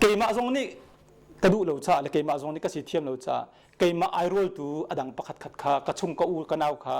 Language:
Hakha Chin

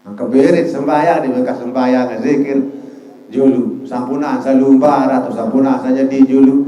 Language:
Sasak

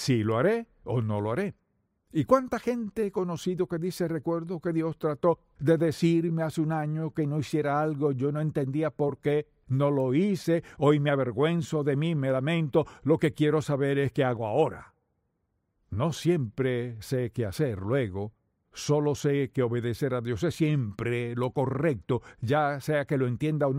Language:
Spanish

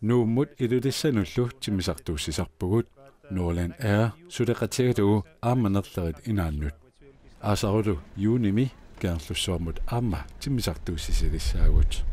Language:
Kalaallisut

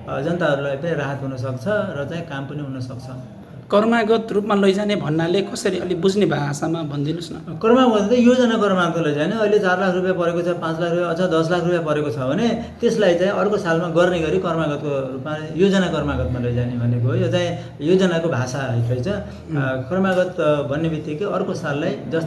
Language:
Nepali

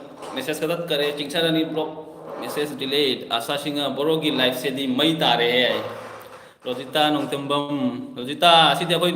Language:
Manipuri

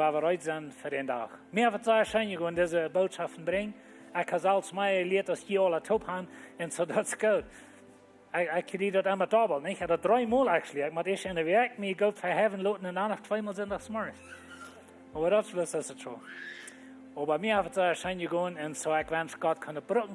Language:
Plautdietsch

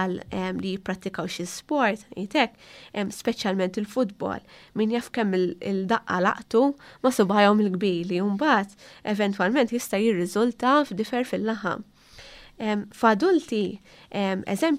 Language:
Maltese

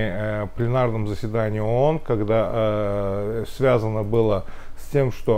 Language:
Russian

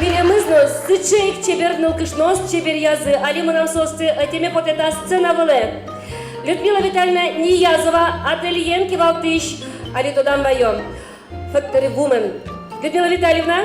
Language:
Udmurt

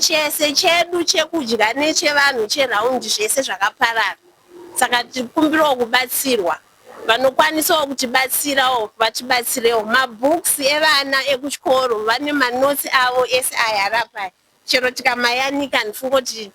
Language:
Shona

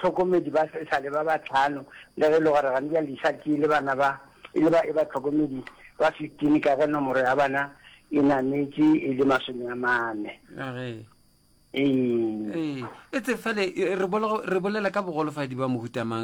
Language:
Northern Sotho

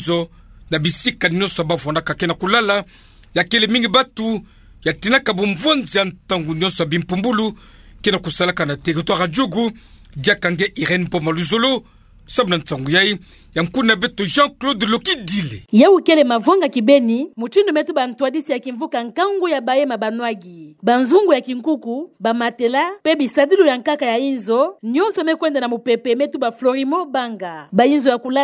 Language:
Kituba (Democratic Republic of Congo)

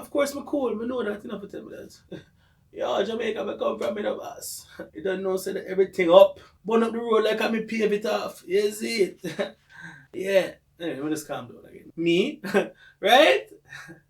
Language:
Jamaican Creole English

